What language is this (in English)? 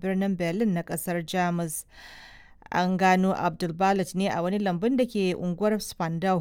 Hausa